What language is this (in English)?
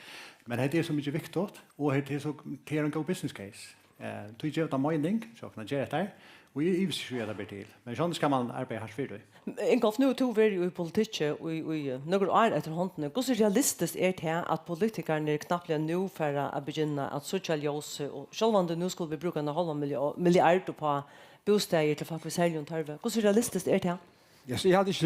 Faroese